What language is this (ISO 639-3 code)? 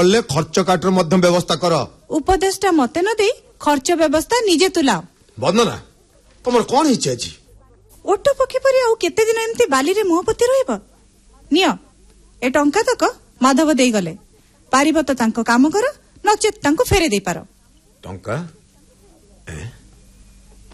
ori